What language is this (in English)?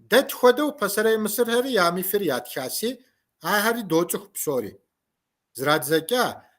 Kabardian